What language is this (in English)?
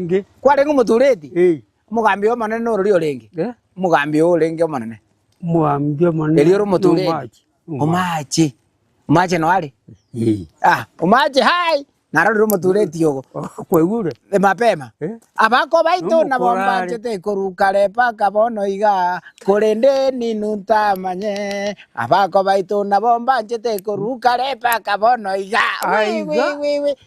Gusii